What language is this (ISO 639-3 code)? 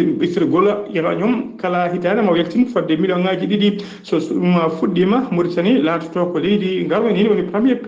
ful